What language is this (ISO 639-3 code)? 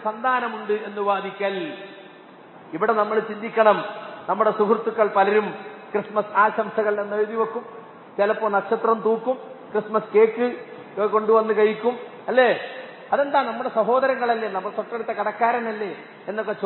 mal